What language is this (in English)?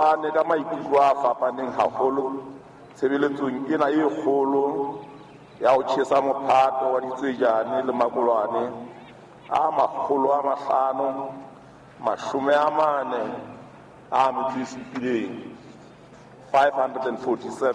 Southern Sotho